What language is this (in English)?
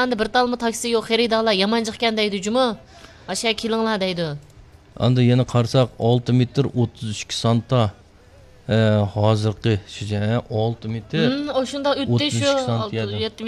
Uyghur